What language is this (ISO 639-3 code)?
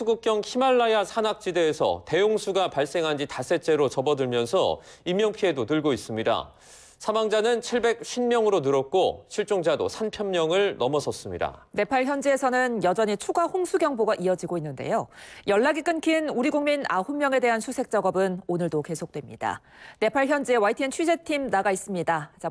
kor